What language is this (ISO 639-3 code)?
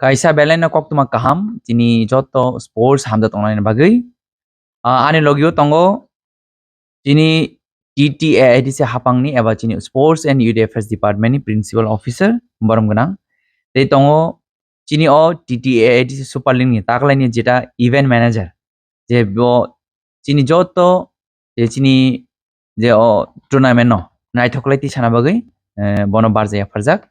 trp